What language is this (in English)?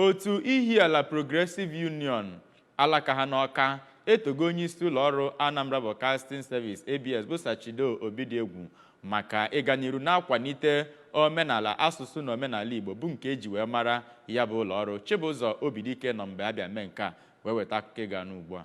Igbo